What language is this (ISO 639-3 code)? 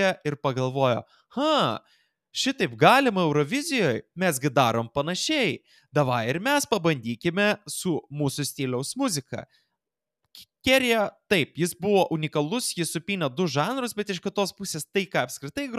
lit